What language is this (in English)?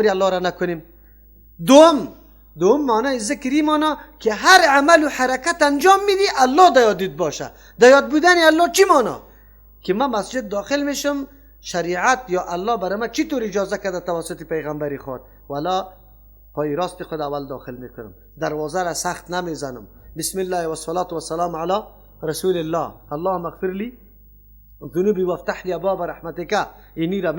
Persian